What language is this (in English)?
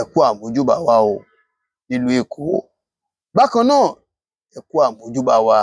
Yoruba